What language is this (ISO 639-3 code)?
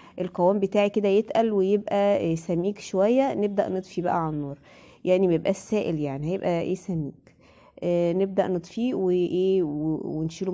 arz